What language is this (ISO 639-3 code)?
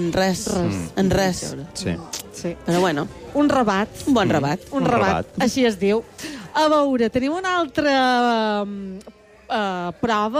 cat